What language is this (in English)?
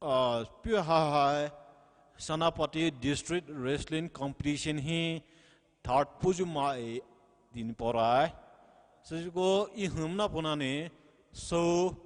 Poumei Naga